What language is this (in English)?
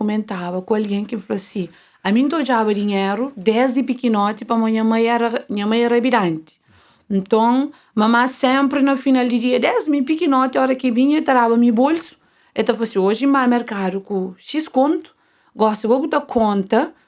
Kabuverdianu